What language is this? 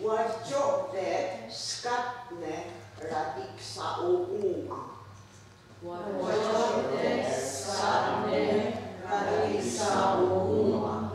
Mohawk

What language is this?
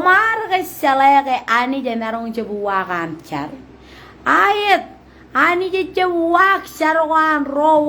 Marshallese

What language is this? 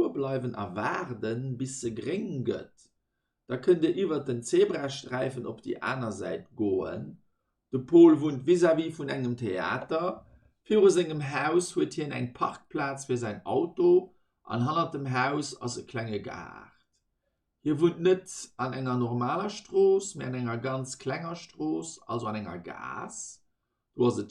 Luxembourgish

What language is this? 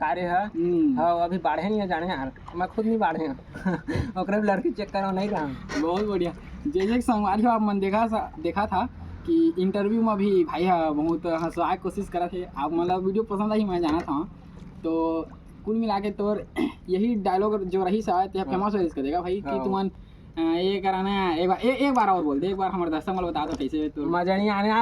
Chhattisgarhi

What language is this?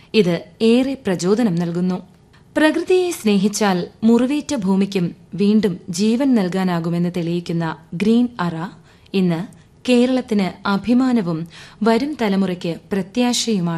Malayalam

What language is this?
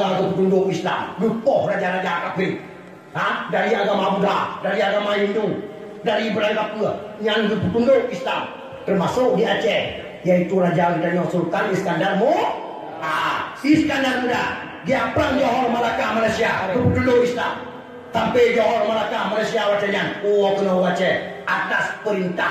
Achinese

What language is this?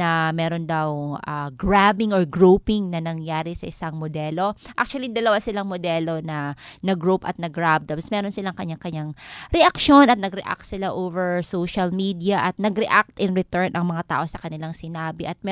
Filipino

